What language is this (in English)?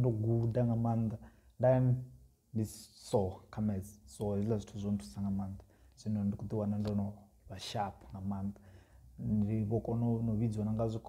Venda